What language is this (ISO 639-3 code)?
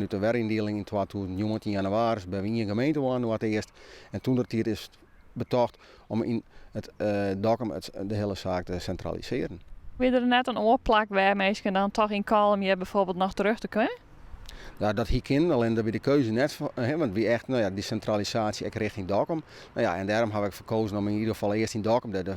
fry